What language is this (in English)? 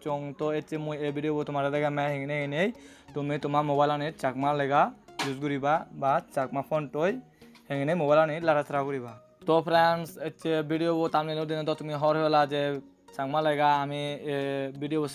Chakma